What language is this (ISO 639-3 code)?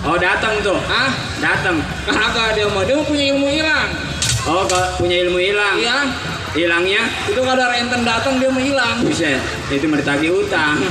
bew